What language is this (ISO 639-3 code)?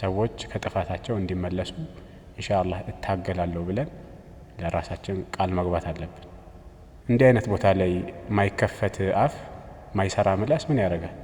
amh